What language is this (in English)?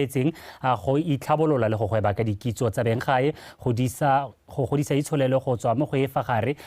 Tswana